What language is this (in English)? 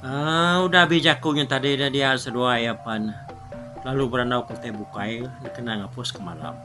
Iban